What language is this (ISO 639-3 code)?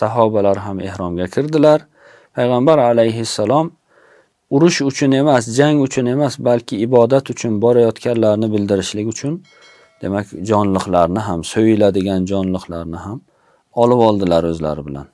uzb